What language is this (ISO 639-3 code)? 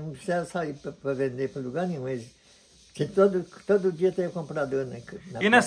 por